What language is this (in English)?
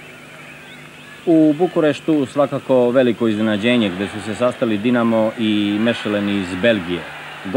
Serbian